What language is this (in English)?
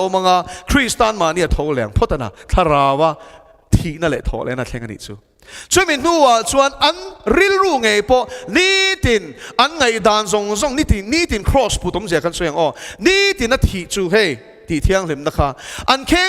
Mizo